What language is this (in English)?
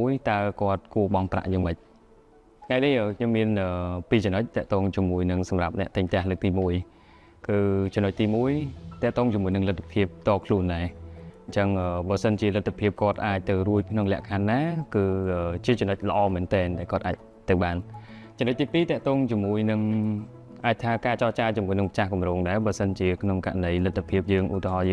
Khmer